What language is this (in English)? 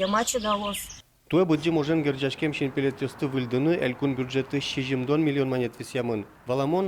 Udmurt